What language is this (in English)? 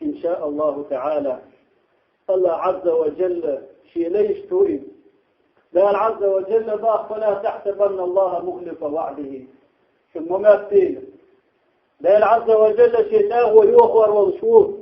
Chechen